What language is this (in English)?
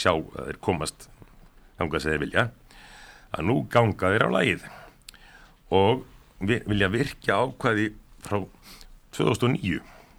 Icelandic